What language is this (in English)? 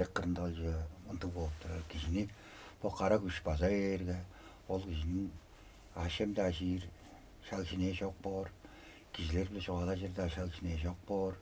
Tuvinian